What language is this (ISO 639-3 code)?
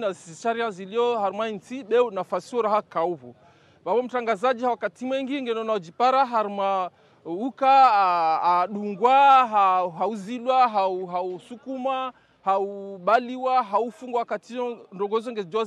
swa